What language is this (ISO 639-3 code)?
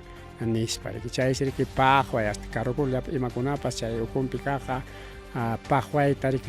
quy